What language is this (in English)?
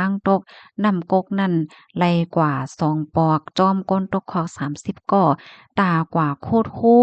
Shan